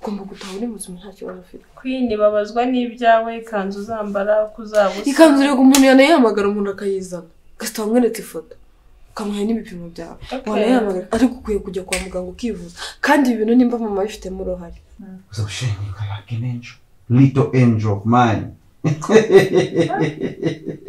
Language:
Kinyarwanda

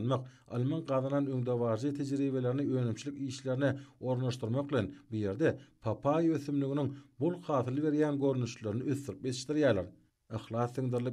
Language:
Turkmen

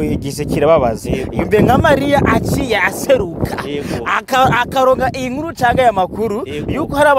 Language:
Rundi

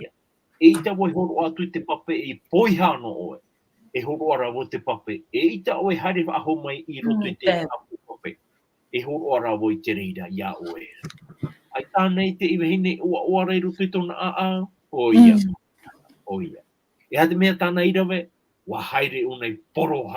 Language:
Tahitian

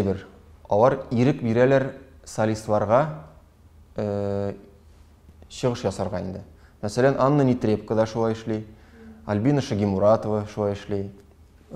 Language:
Tatar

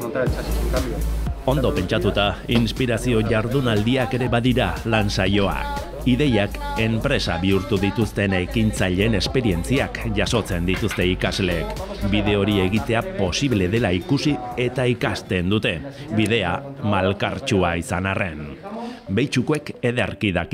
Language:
Basque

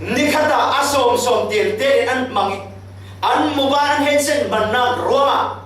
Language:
Falam Chin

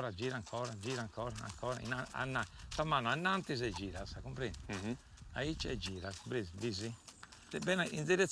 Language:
Sardinian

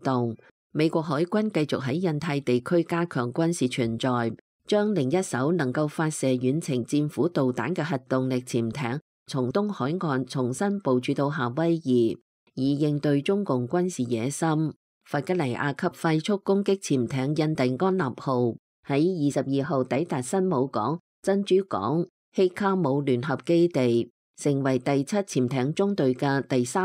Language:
Cantonese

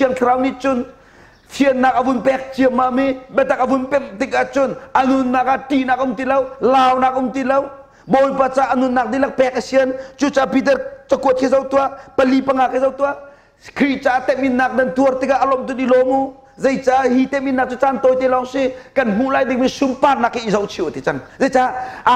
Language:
Hakha Chin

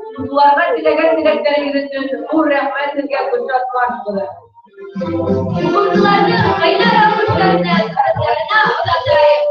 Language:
Bashkir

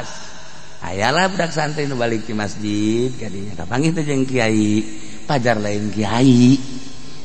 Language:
Sundanese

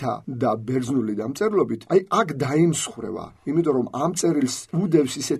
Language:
Georgian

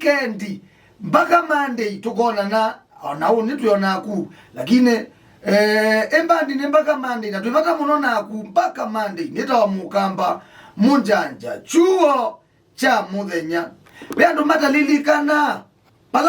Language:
Kamba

